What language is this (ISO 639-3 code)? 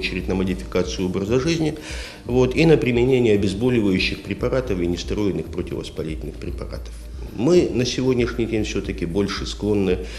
rus